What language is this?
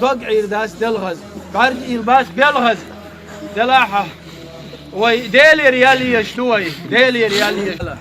Chechen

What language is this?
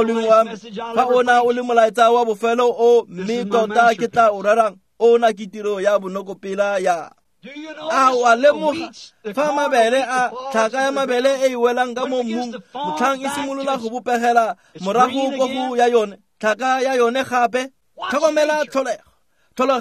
Tswana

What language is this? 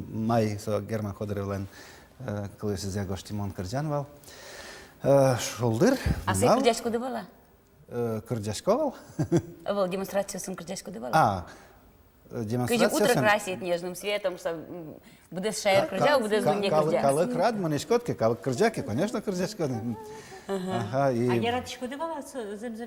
Udmurt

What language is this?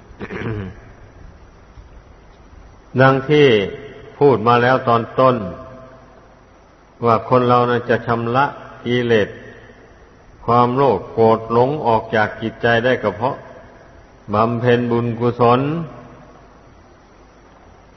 Thai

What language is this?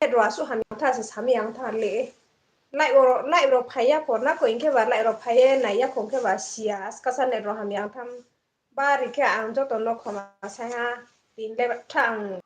Riang (India)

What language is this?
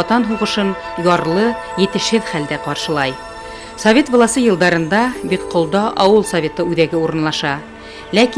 Bashkir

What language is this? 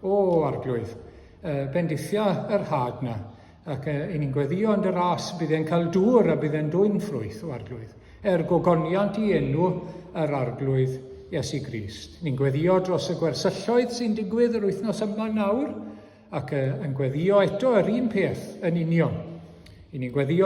Welsh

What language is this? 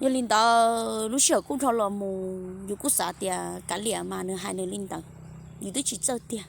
Hmong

